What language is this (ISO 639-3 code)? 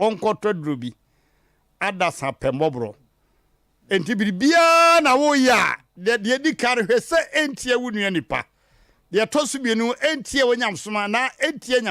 aka